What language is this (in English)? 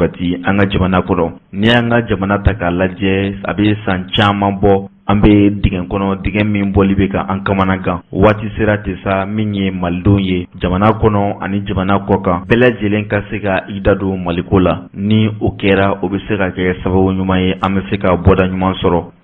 Bambara